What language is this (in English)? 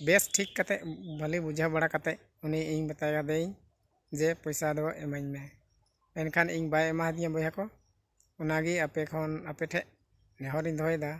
Santali